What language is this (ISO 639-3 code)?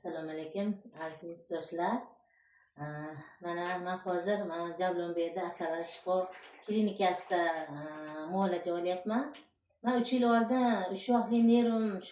uzb